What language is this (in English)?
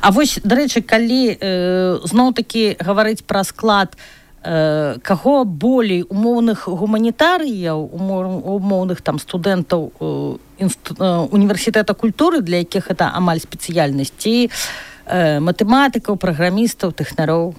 Belarusian